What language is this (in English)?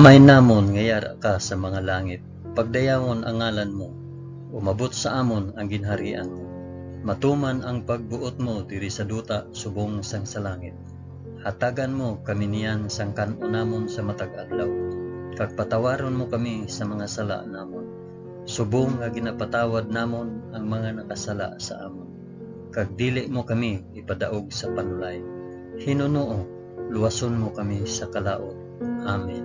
Hiligaynon